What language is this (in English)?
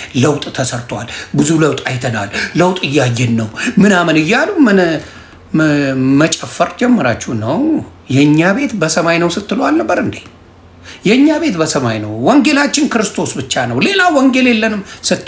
Amharic